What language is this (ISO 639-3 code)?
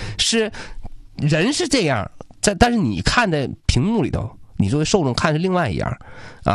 zho